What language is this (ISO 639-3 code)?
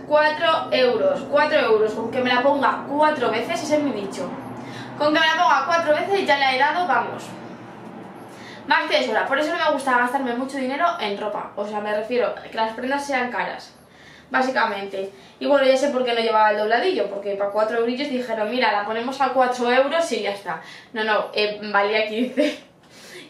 spa